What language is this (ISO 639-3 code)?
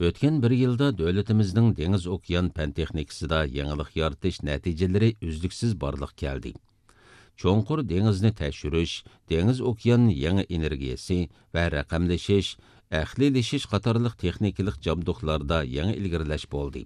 uig